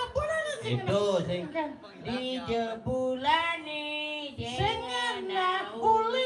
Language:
Balinese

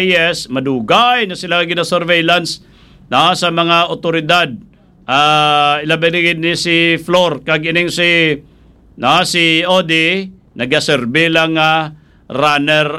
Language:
Hiligaynon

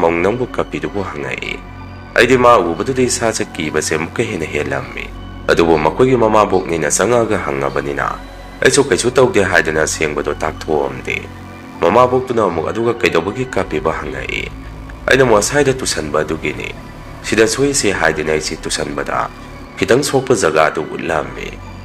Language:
Manipuri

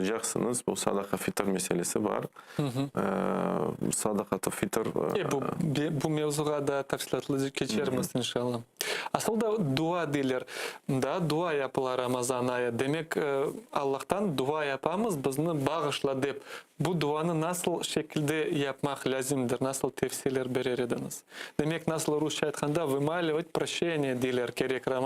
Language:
Crimean Tatar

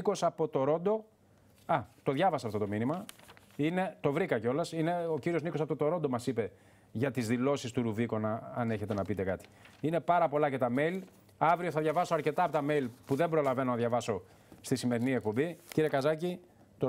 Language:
Greek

